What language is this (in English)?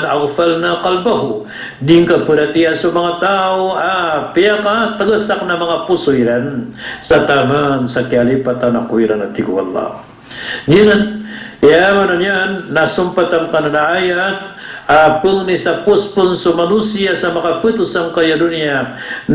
Maranao